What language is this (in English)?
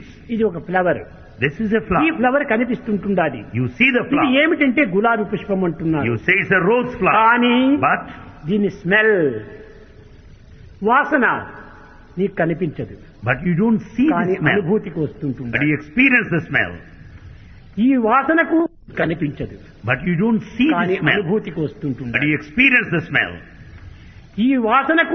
Telugu